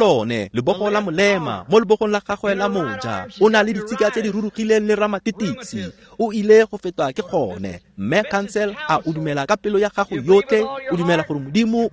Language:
Tswana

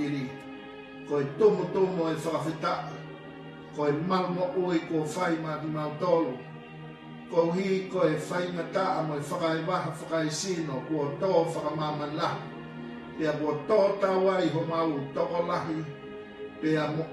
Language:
Tongan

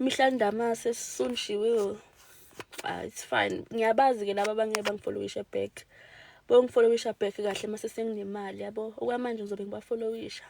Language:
Zulu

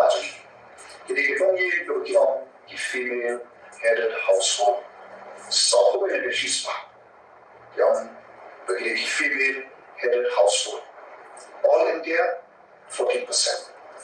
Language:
Khasi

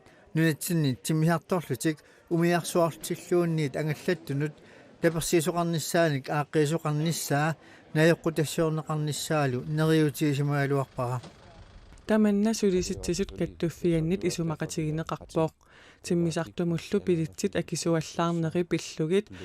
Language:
Kalaallisut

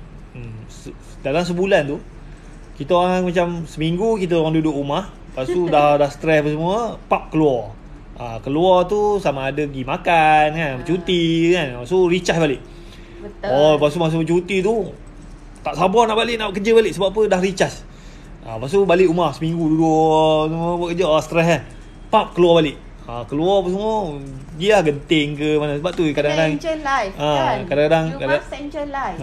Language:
Malay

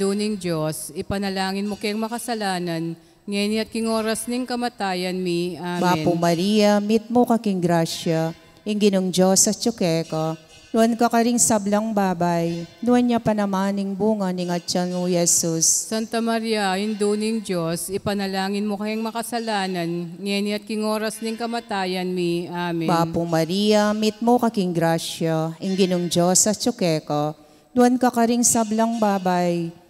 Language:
Pampanga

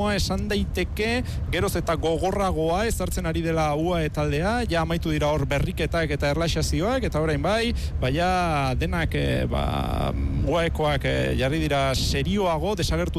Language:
Basque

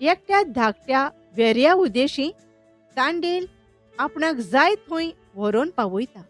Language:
Konkani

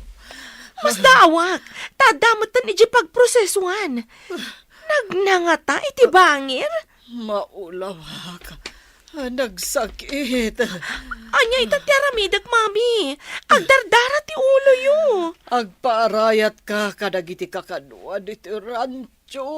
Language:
Iloko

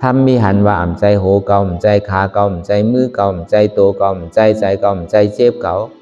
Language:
Shan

